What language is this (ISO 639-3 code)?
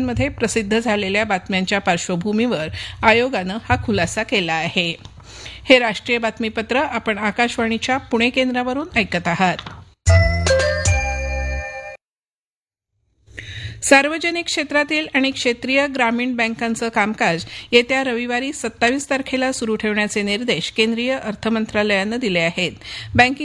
mar